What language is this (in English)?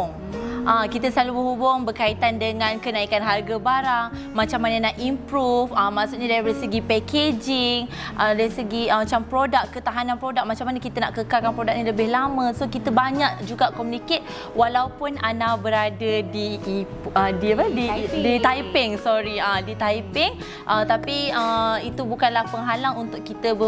Malay